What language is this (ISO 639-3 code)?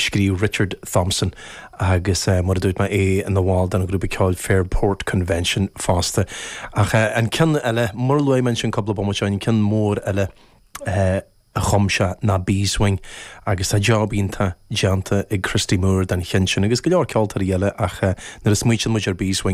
gle